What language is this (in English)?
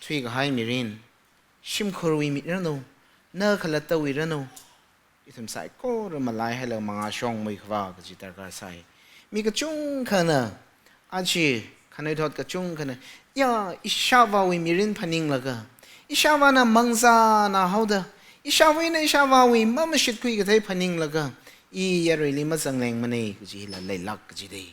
Tangkhul Naga (India)